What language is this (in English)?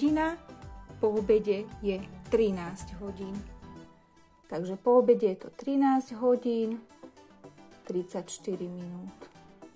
Slovak